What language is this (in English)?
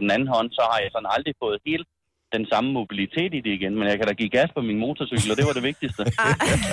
Danish